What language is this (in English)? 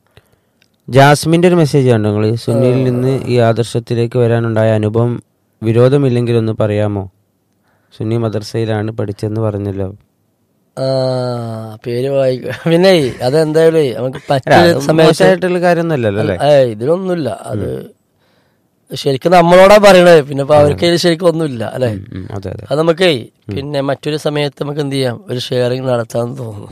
Malayalam